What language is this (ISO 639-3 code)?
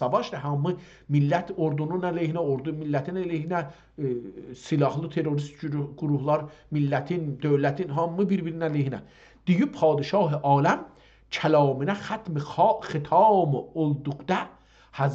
azb